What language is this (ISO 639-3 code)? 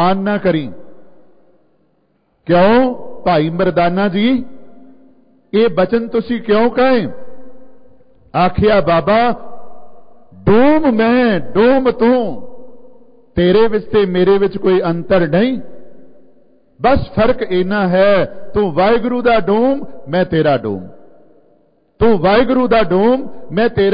pan